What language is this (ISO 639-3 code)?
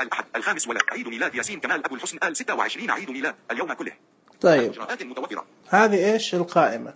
ars